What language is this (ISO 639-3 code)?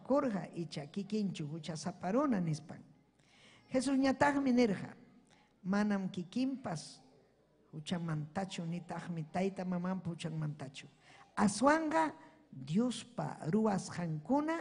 quy